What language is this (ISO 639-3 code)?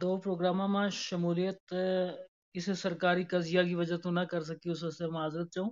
gju